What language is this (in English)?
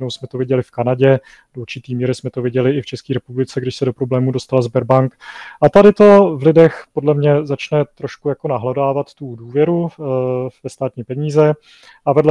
Czech